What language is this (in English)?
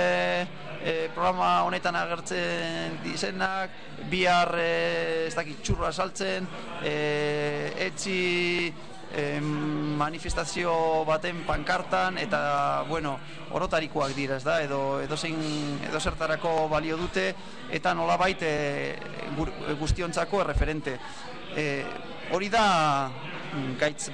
Basque